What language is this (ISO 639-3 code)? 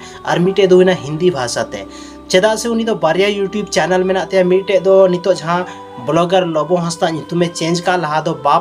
sat